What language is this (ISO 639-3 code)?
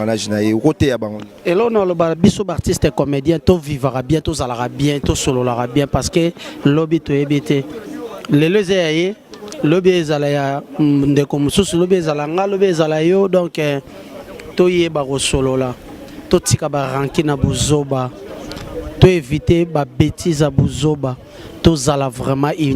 lin